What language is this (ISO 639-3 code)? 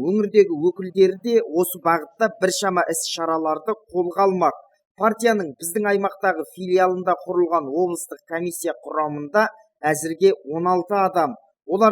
kaz